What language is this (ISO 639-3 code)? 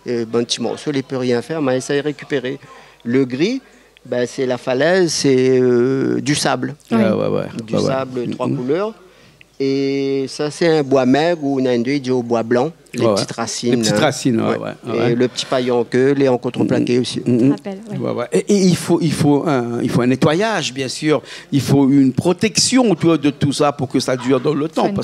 rcf